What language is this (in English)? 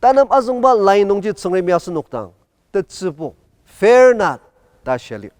Ao Naga